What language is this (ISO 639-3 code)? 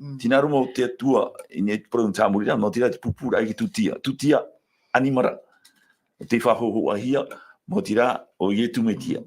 tah